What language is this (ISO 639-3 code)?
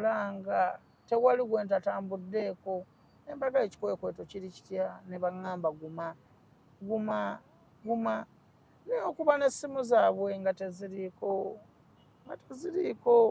lug